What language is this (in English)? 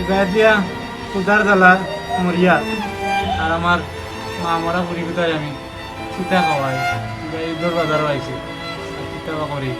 Sylheti